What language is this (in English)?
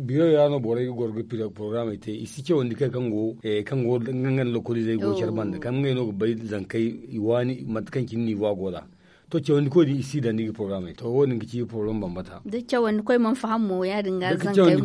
Zarma